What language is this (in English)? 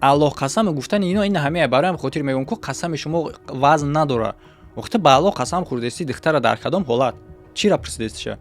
Tajik